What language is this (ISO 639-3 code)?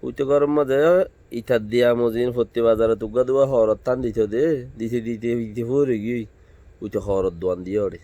rhg